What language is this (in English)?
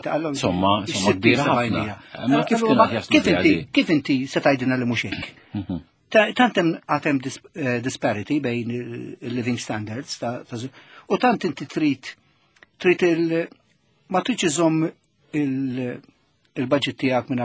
Maltese